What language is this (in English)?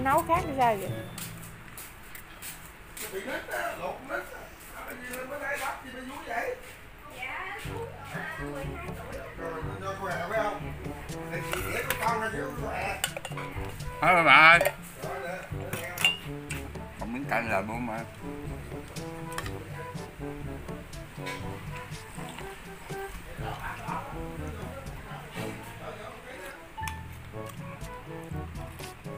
Vietnamese